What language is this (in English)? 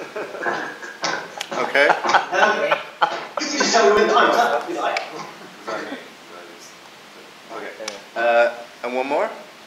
English